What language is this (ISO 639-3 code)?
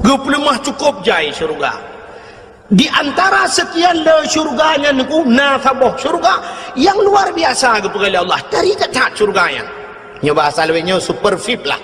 ace